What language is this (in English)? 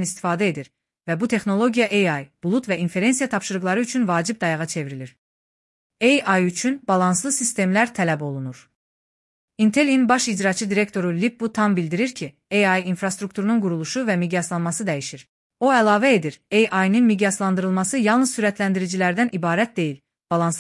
Azerbaijani